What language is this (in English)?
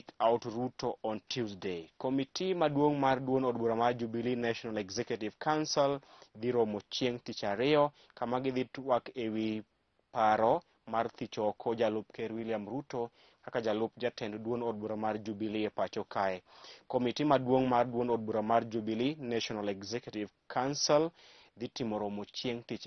Luo (Kenya and Tanzania)